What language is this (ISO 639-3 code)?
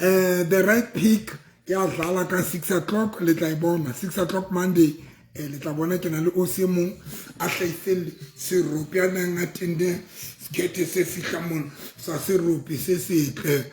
sot